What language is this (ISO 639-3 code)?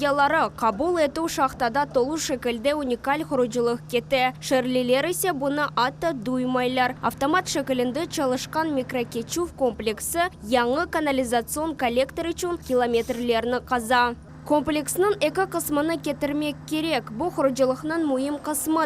crh